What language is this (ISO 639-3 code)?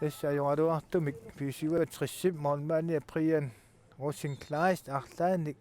kal